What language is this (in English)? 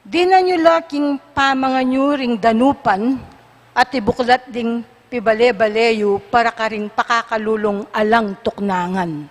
Pampanga